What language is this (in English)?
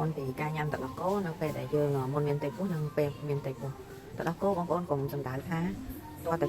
Khmer